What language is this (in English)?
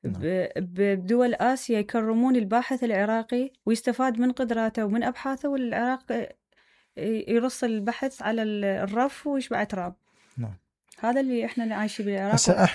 Mesopotamian Arabic